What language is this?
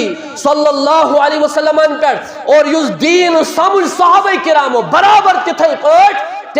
Kashmiri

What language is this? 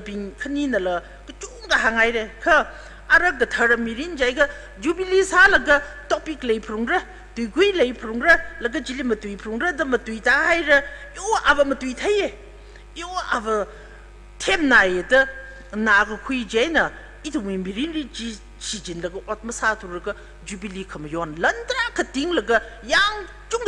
Tangkhul Naga (India)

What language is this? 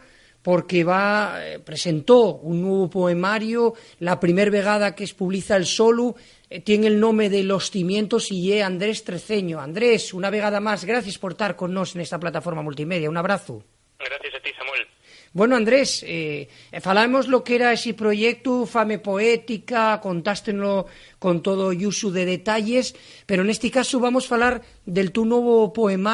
Asturian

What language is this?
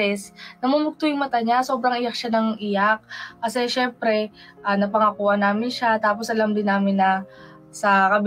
Filipino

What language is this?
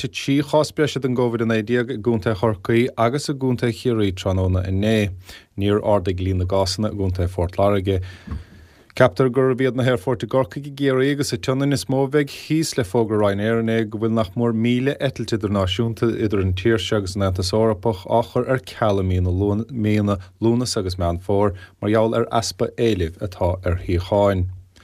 Irish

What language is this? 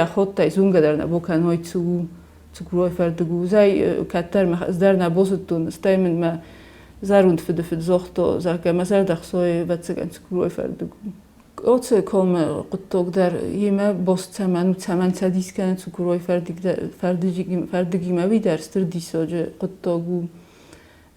Ossetic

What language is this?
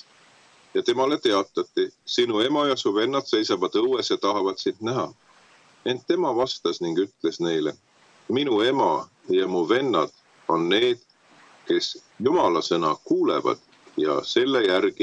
Estonian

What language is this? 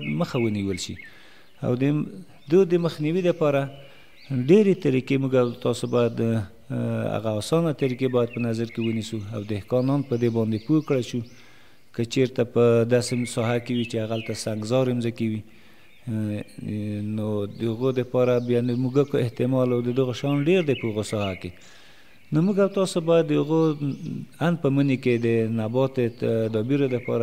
Pashto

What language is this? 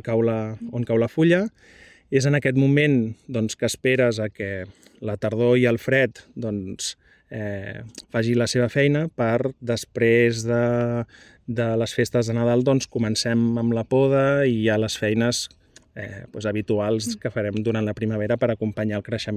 Catalan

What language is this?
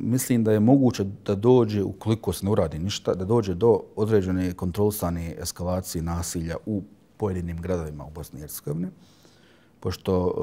Bosnian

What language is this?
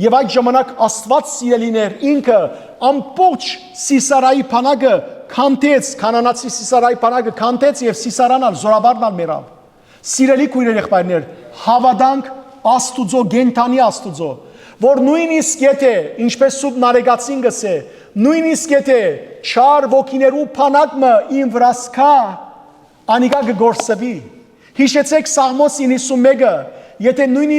Western Armenian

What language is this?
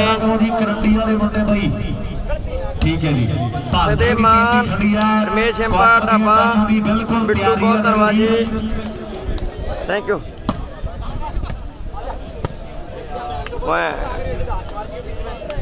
Punjabi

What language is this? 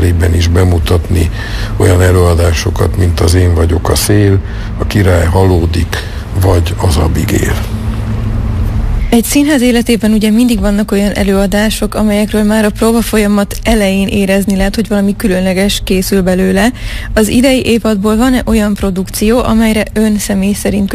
Hungarian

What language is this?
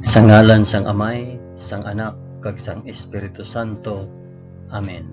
Hiligaynon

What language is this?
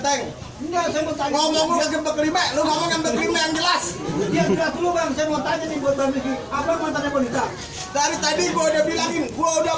Betawi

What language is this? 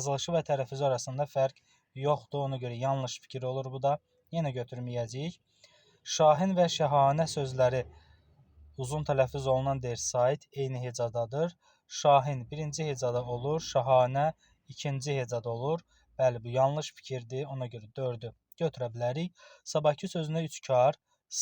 Azerbaijani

